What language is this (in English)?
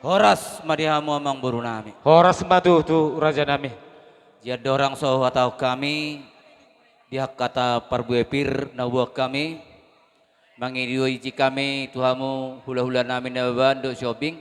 Batak Toba